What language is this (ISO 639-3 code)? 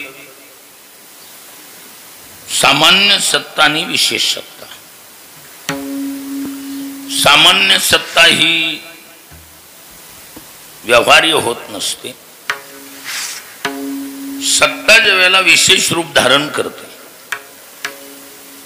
mar